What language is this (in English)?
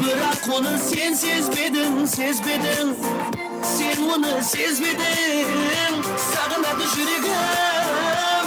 Kara-Kalpak